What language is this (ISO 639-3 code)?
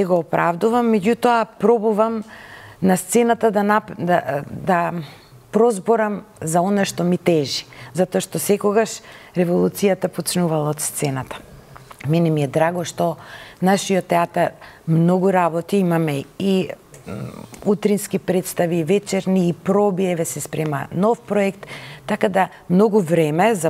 mkd